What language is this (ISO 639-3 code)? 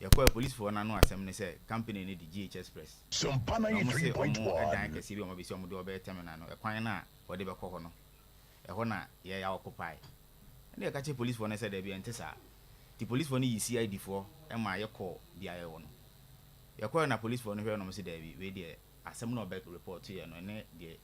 aka